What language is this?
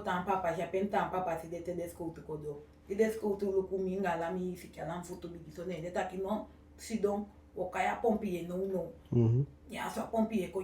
Eastern Maroon Creole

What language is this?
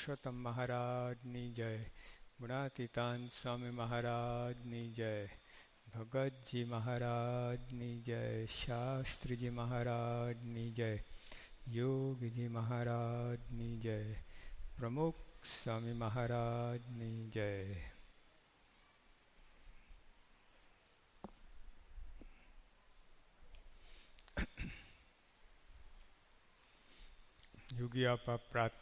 Gujarati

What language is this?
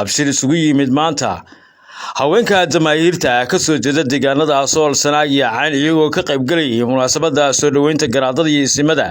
Somali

